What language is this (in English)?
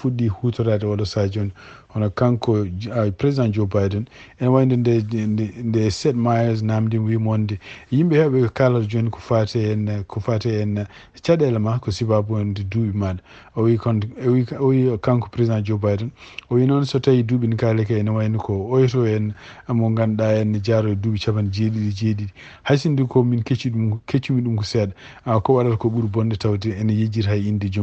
Fula